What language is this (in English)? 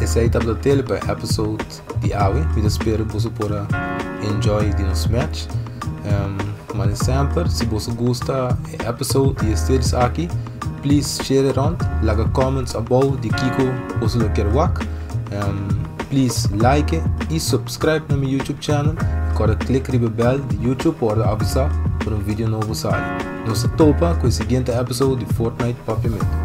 Papiamento